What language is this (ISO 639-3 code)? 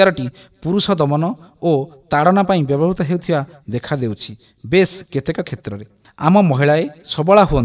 ori